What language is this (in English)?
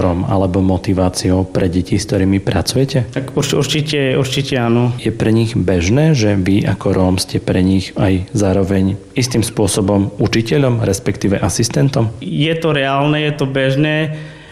Slovak